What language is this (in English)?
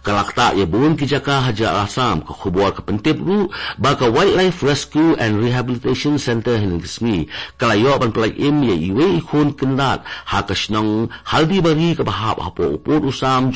Khasi